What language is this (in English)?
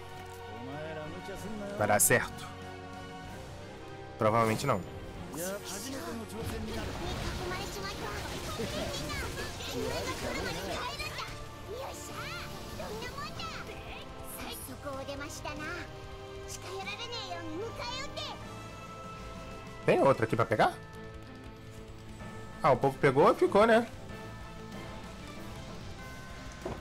Portuguese